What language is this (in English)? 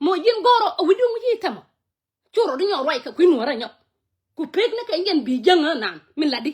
Nuer